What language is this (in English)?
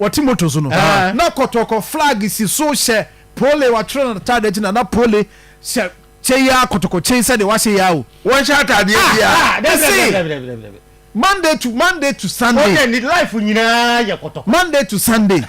Akan